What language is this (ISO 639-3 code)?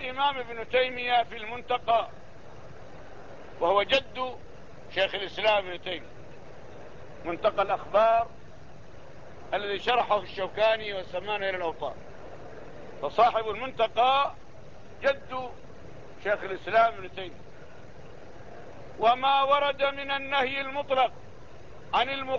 ara